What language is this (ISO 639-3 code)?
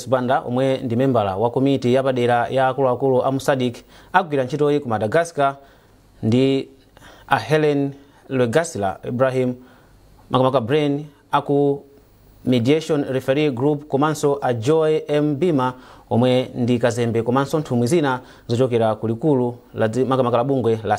nya